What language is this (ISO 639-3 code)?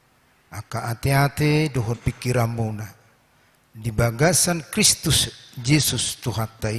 bbc